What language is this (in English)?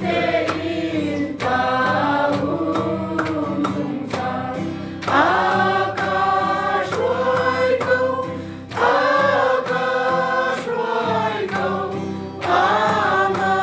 Hakha Chin